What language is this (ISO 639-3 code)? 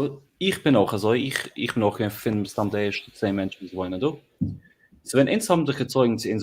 yid